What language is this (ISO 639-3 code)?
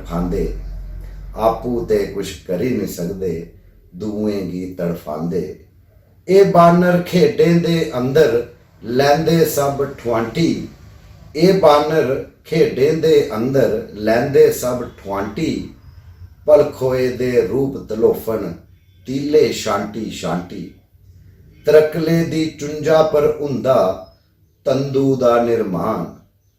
doi